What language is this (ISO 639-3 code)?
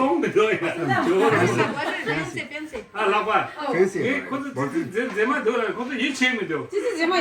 bod